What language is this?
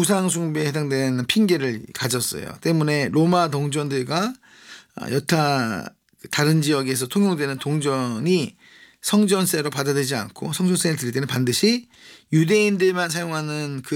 Korean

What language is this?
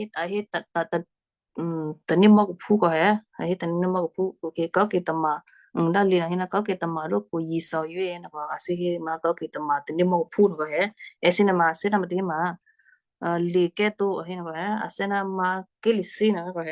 Western Kayah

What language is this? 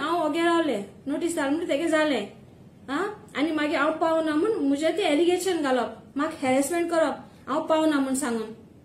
Konkani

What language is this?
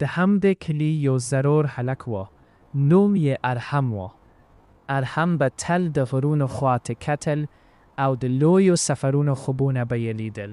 Pashto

